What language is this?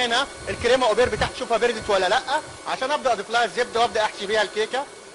Egyptian Arabic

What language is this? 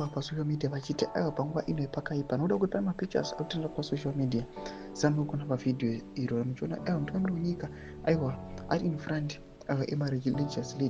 Shona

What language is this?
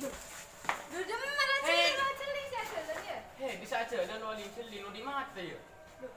Madurese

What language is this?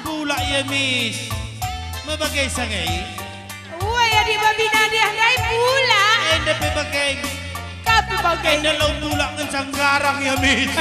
Batak Karo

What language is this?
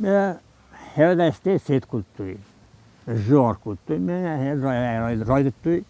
Ossetic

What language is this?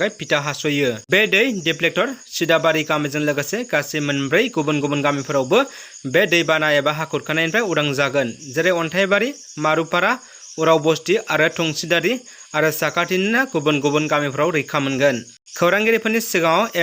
Bodo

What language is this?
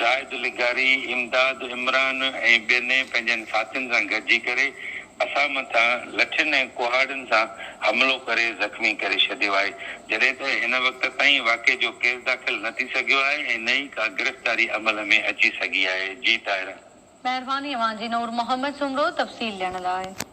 Sindhi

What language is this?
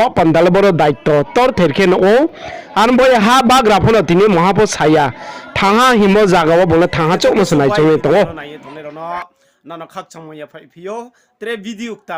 Riang (India)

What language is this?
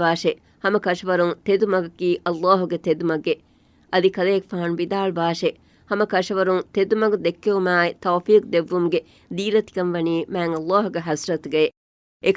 Divehi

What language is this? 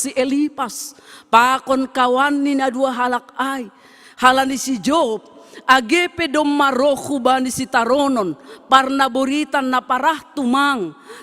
Batak Simalungun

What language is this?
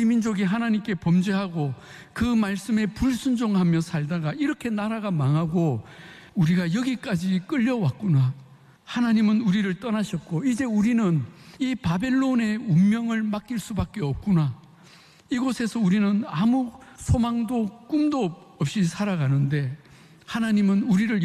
Korean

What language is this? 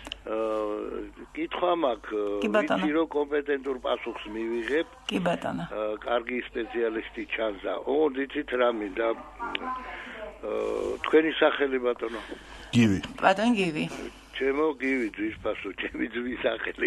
Georgian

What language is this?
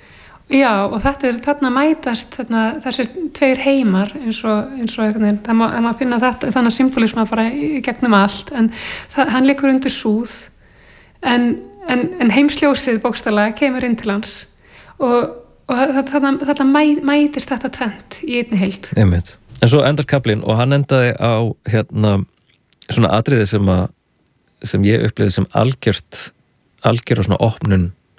Icelandic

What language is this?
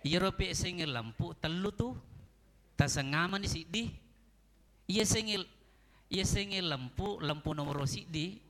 Buginese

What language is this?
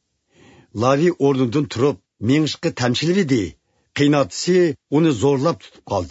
Uyghur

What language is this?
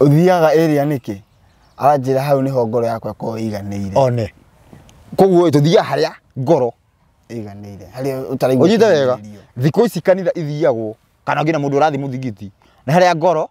Kikuyu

